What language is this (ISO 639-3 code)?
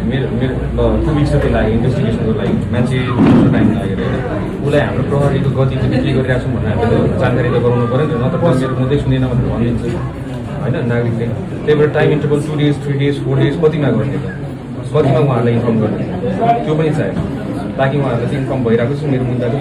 nep